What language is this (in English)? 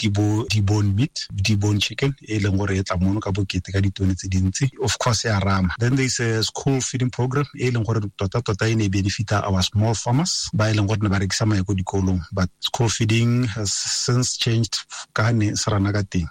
Tswana